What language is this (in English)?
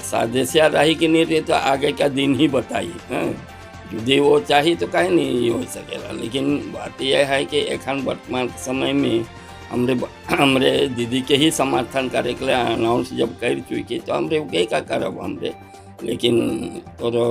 Sadri